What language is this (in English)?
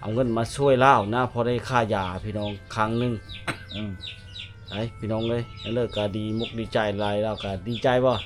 Lao